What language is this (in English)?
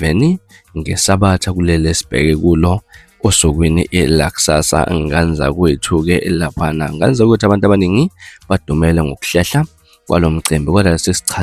Zulu